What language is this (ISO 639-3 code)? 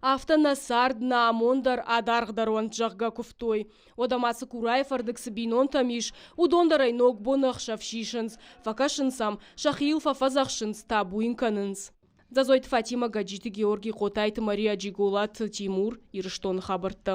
oss